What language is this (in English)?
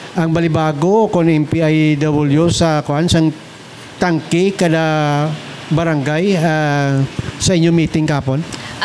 Hiligaynon